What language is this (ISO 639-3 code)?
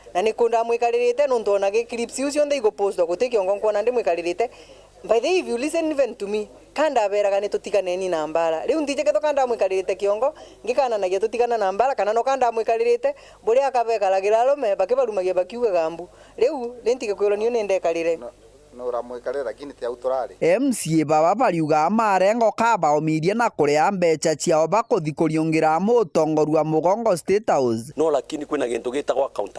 mer